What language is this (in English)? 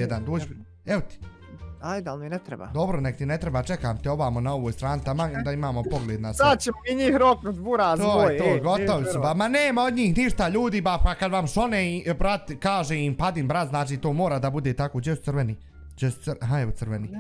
Bosnian